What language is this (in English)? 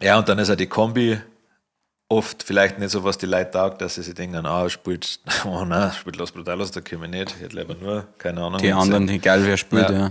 Bavarian